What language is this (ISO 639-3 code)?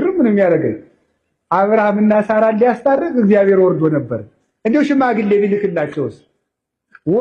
amh